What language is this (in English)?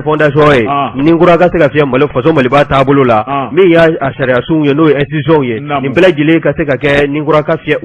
Bambara